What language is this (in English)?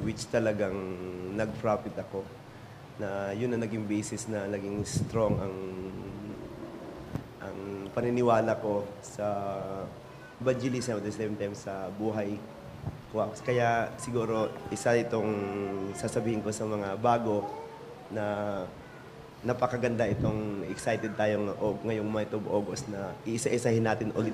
Filipino